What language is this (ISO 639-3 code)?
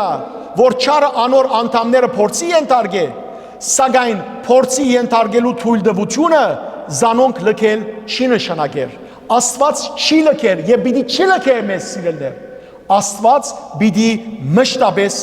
hyw